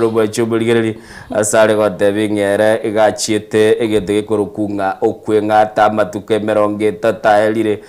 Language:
Gusii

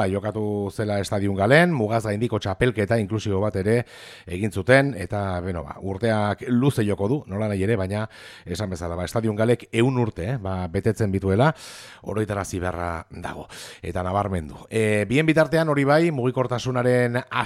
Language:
Basque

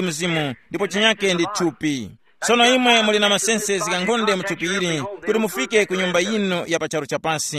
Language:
Tumbuka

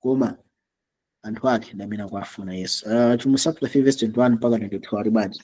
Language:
Nyanja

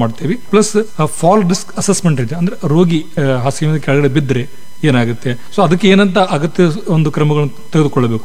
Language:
Kannada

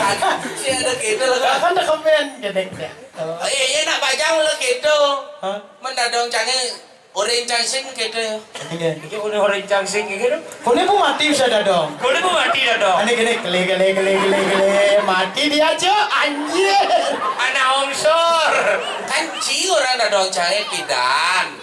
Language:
Balinese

